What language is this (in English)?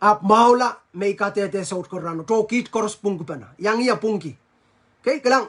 Pohnpeian